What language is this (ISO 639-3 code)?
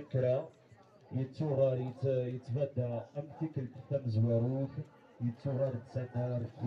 kab